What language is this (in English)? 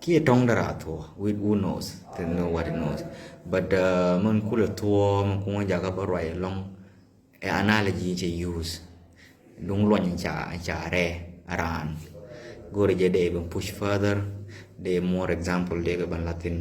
Nuer